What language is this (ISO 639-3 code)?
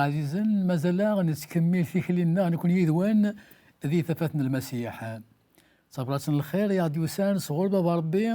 kab